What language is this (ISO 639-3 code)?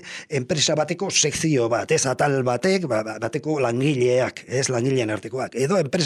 eus